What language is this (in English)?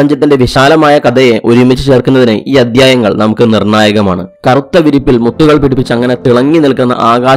Malayalam